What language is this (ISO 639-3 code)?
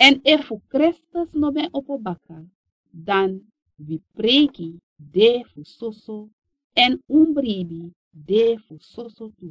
srn